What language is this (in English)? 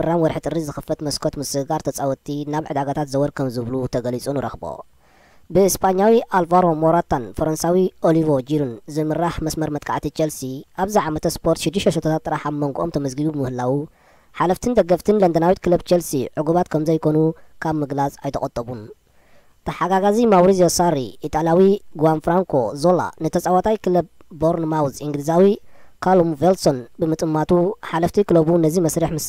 Tigrinya